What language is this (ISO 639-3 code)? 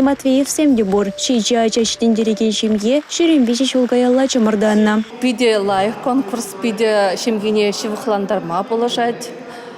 chv